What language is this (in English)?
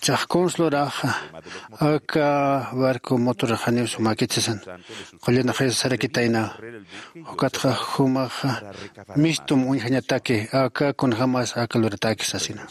Aymara